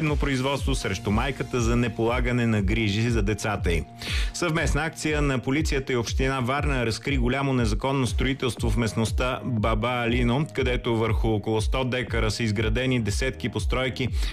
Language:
Bulgarian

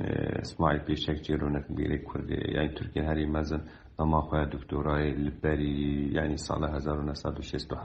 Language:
Kurdish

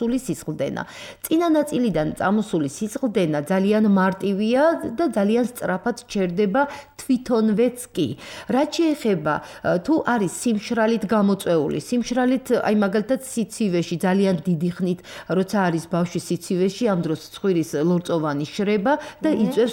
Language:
Georgian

